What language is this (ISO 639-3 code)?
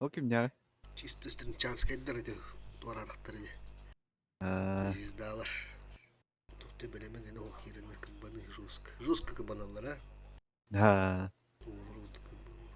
sah